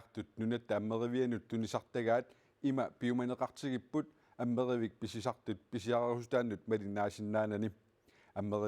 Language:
Kalaallisut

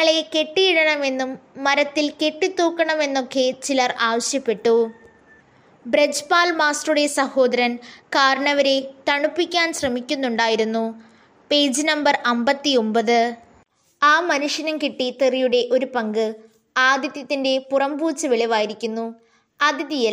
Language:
Malayalam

